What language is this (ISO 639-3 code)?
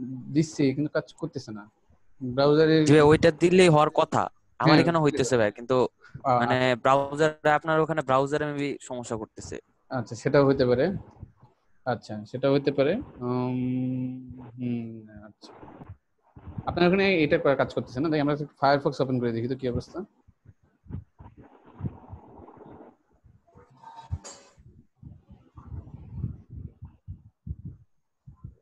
ben